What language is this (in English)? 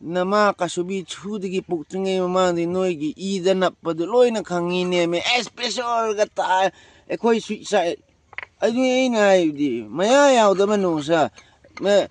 Manipuri